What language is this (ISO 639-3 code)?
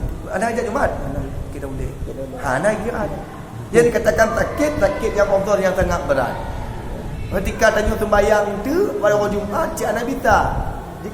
ace